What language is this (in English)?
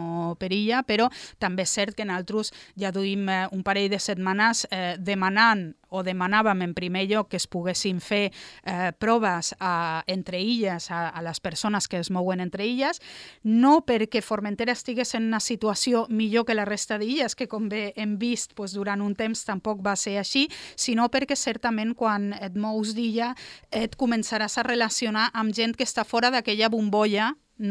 Catalan